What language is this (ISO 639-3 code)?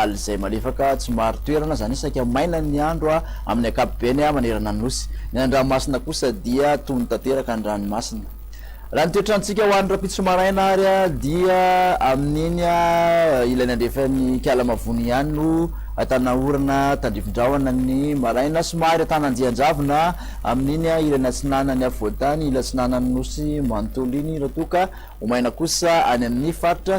mlg